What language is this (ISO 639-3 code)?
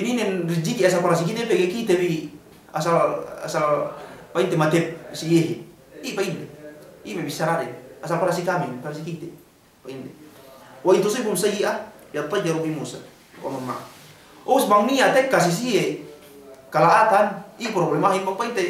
yka